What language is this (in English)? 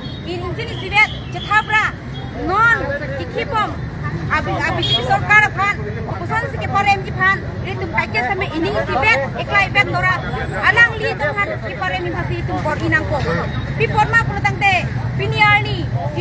Karbi